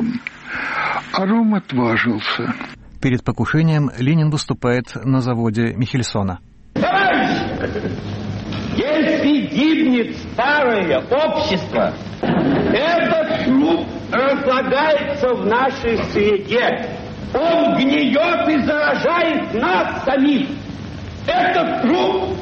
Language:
Russian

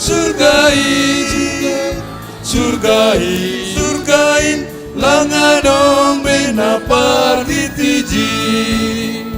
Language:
Batak Simalungun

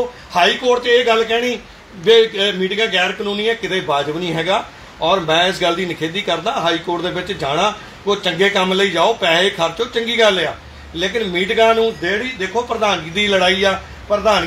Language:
Punjabi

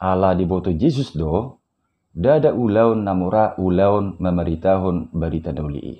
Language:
Batak Toba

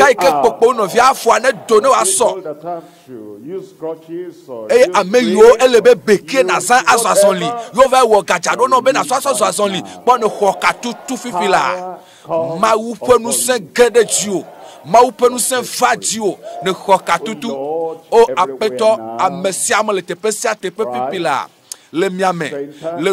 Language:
Ewe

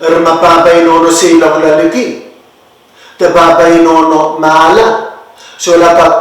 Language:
Pohnpeian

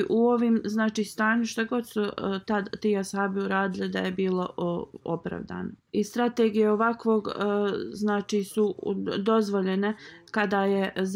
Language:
Bosnian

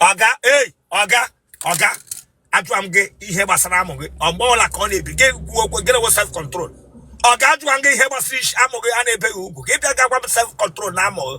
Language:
Igbo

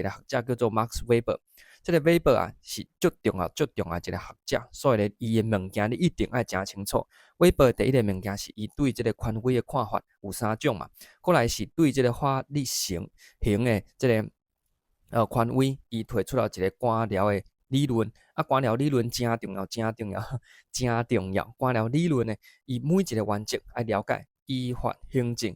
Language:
Min Nan Chinese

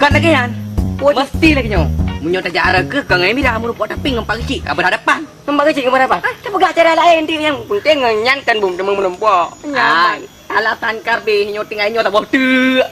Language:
Achinese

